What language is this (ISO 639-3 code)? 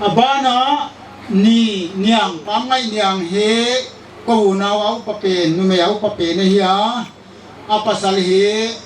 pck